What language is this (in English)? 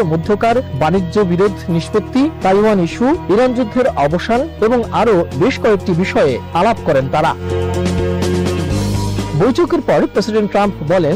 Bangla